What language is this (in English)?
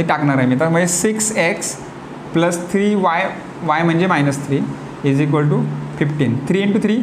Marathi